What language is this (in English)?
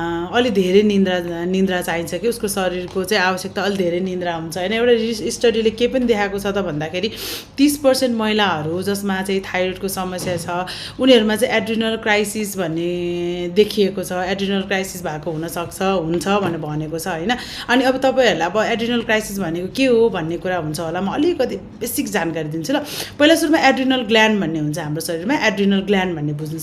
Nepali